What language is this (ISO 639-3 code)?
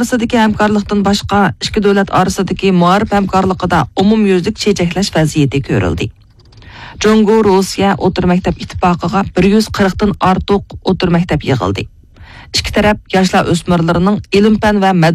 uig